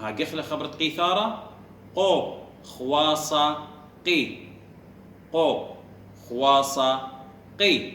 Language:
Assyrian Neo-Aramaic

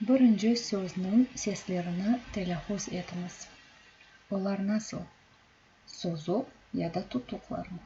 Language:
Crimean Tatar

